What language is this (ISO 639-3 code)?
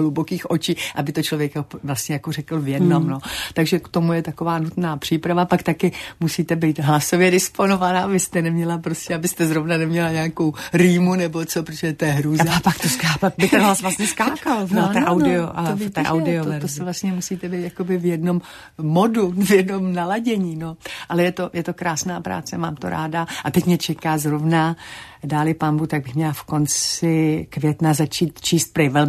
ces